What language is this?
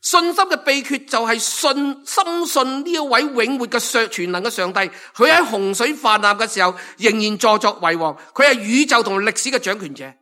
Cantonese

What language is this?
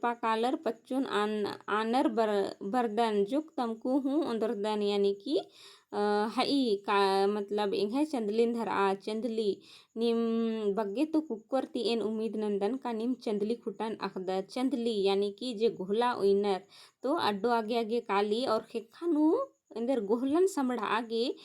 Kurukh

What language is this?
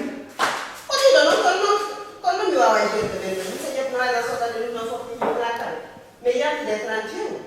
Pular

